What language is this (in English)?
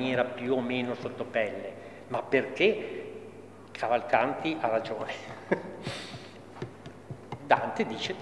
Italian